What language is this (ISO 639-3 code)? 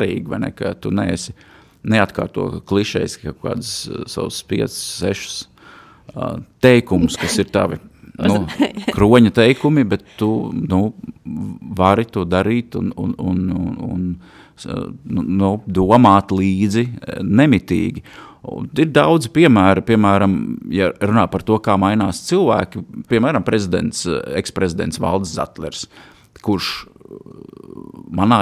lav